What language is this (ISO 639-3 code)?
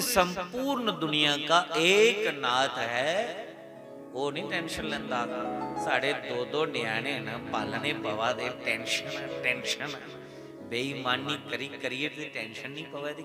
doi